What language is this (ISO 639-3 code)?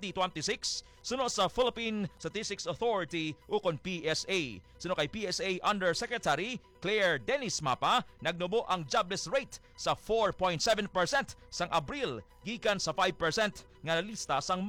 hil